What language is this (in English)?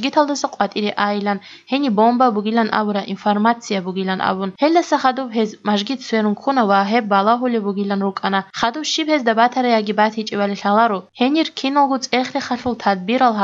Avaric